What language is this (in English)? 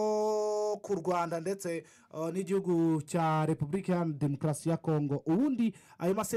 Kinyarwanda